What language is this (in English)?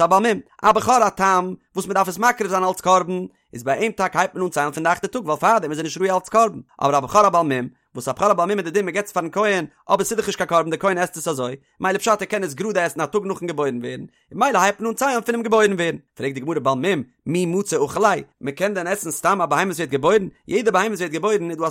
Yiddish